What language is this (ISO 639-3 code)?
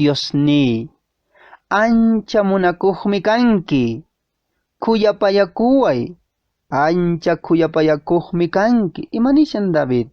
que